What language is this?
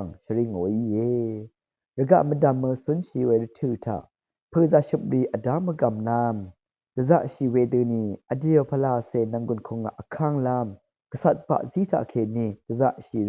Rawang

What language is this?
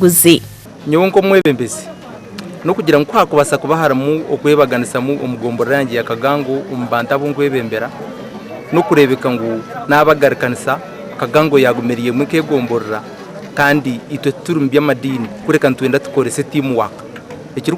Nyankole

